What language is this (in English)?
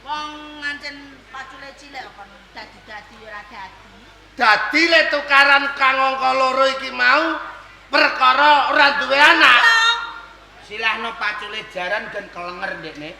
Javanese